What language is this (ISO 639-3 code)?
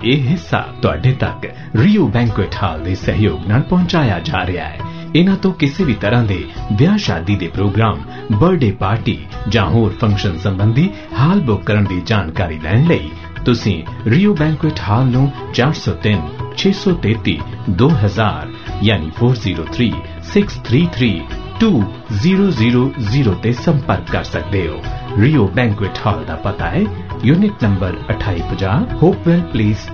pan